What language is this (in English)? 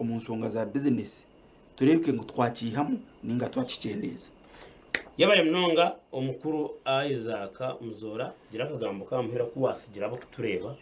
Nyankole